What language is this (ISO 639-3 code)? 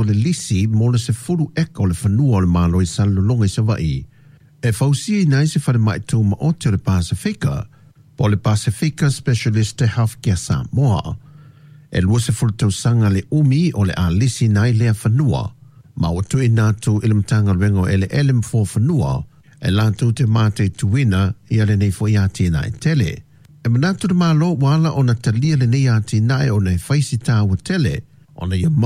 smo